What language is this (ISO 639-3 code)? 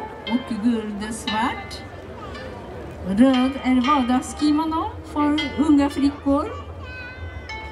swe